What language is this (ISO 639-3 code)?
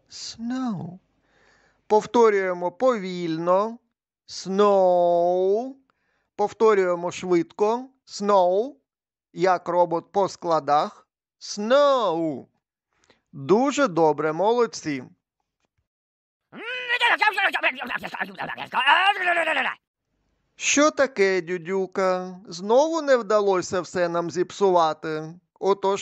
ukr